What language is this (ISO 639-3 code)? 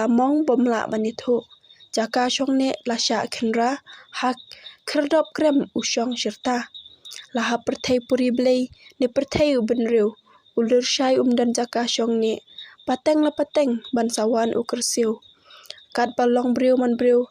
kha